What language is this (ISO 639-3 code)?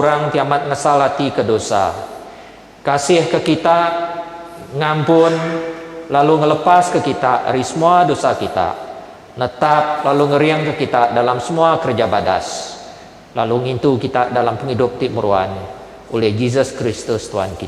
iba